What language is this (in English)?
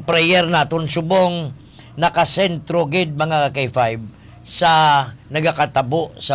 Hiligaynon